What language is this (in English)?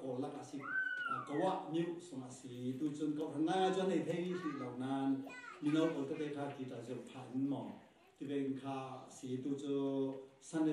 Falam Chin